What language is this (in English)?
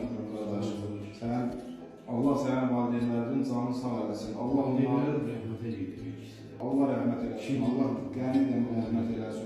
Azerbaijani